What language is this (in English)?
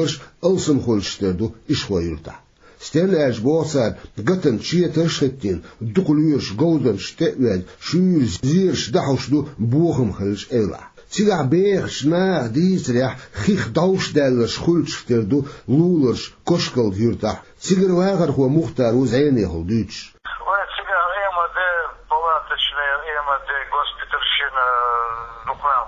Chechen